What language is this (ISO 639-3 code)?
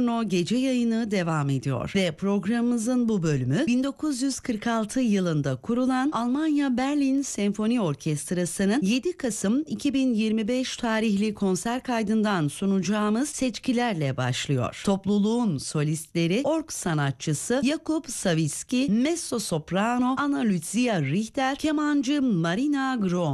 tur